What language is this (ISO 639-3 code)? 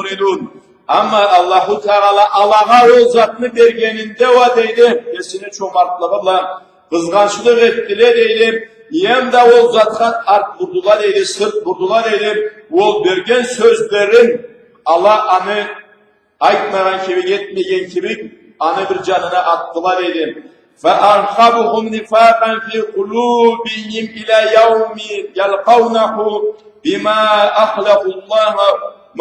krc